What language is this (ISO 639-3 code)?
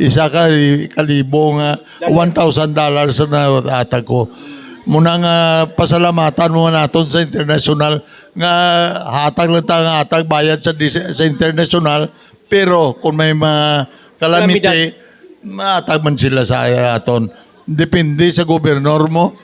hil